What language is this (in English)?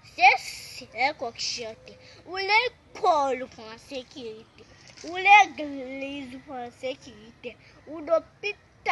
Haitian Creole